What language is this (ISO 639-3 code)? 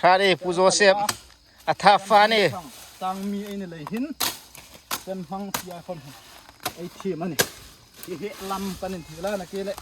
hmr